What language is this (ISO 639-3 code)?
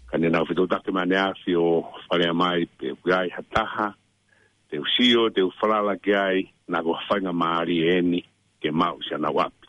ton